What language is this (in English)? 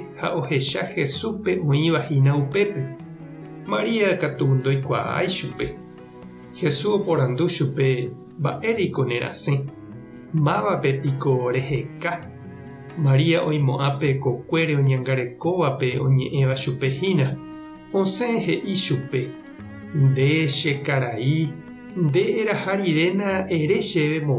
Guarani